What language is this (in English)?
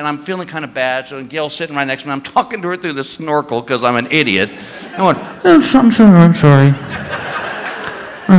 English